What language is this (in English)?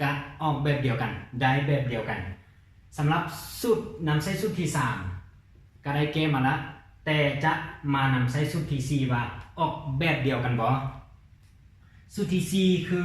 Lao